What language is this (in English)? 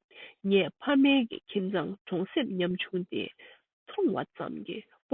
Tibetan